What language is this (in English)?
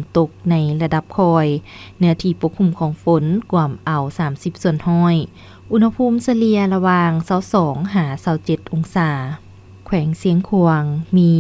Lao